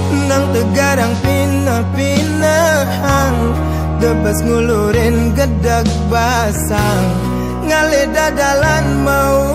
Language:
Balinese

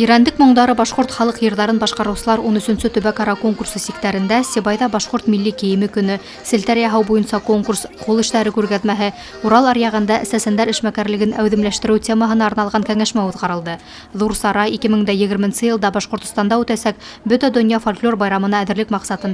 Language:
Bashkir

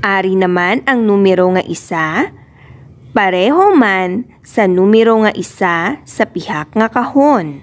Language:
Hiligaynon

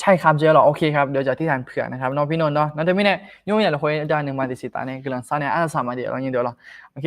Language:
Akha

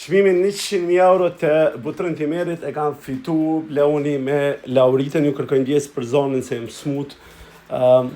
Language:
Albanian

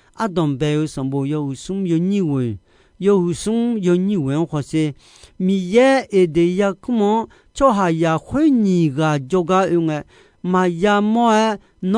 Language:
Akha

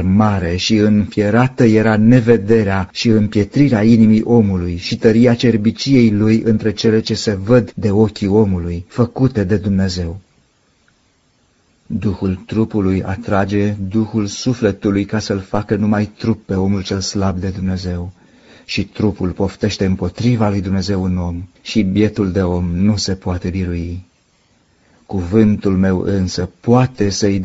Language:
Romanian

